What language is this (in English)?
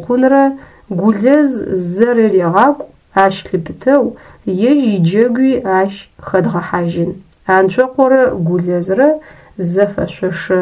Adyghe